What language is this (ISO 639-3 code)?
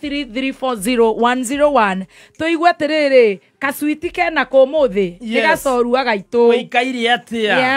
kik